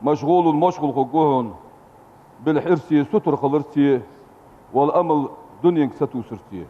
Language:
Ingush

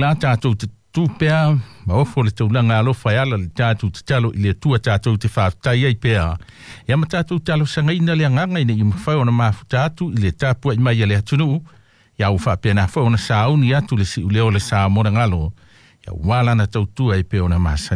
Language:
Samoan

